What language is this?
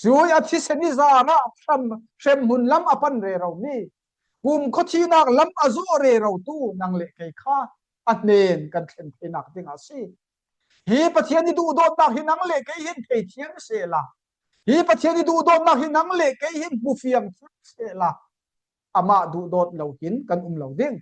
Falam Chin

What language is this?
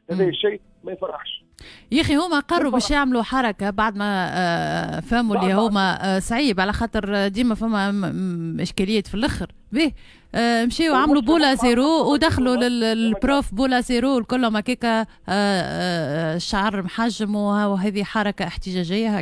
Tunisian Arabic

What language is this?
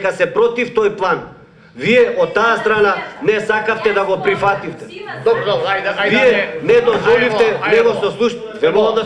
Macedonian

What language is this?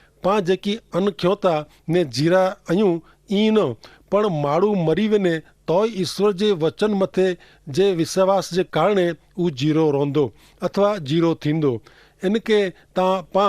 Kachhi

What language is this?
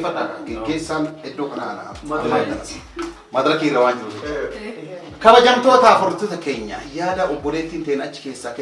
Oromo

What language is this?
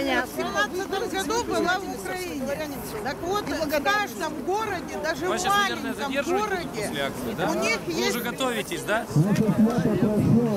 Russian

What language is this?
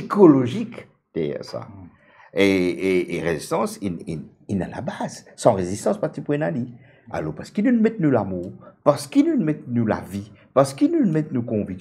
Morisyen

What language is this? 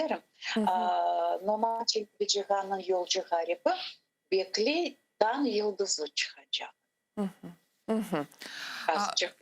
Crimean Tatar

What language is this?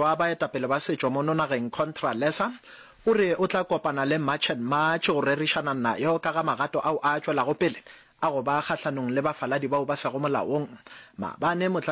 Northern Sotho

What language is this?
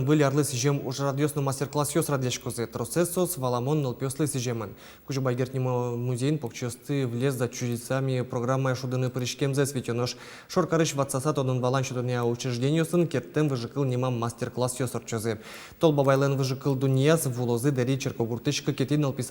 Udmurt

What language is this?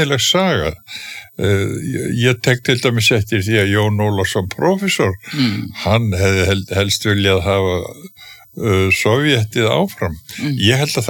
Icelandic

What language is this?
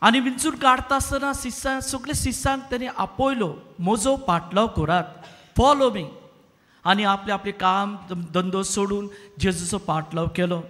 Konkani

